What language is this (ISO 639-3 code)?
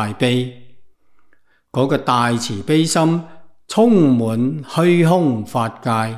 yue